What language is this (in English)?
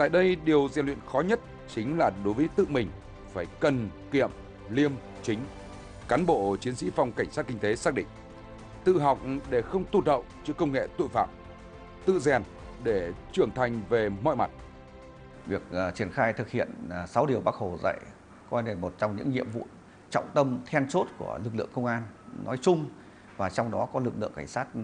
Vietnamese